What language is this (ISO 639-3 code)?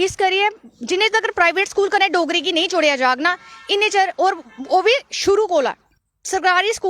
doi